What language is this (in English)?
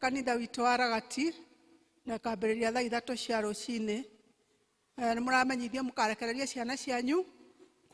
Kikuyu